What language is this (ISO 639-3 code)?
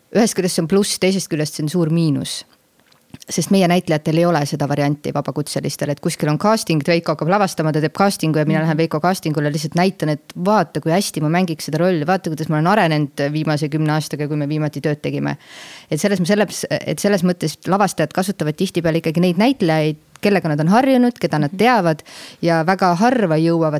est